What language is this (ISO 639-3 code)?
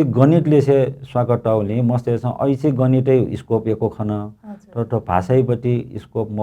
new